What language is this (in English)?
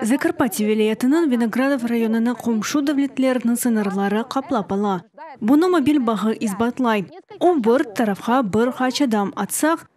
Crimean Tatar